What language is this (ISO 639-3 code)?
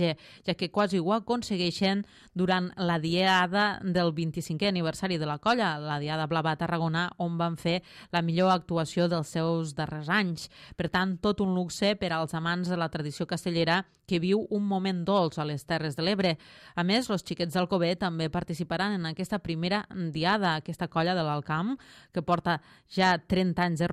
cat